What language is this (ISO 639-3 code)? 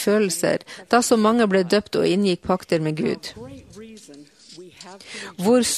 nor